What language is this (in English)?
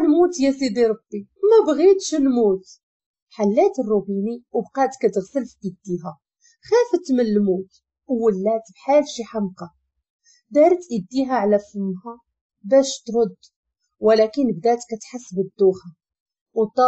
Moroccan Arabic